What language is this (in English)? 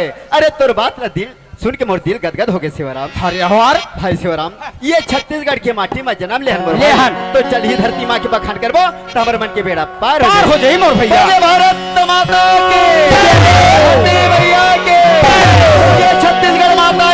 Chhattisgarhi